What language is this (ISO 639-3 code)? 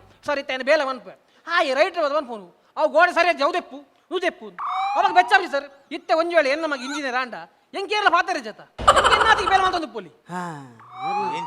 tcy